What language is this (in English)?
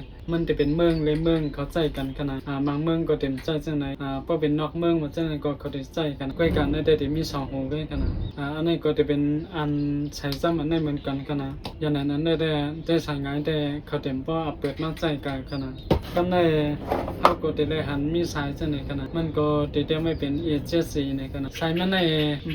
Shan